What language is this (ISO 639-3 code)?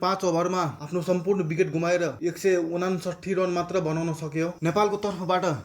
nep